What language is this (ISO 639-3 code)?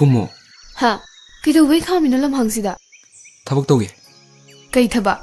mni